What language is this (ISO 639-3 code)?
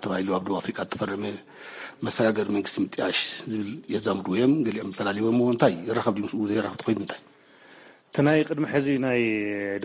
tir